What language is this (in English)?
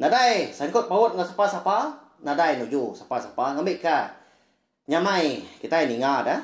Iban